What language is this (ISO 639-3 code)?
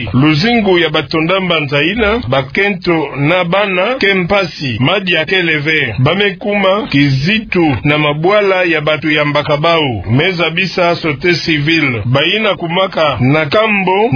ktu